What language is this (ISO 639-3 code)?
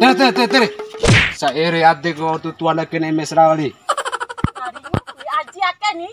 bhp